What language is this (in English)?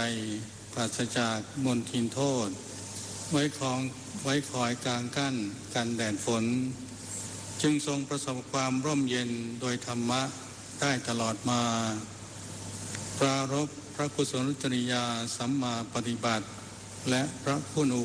Thai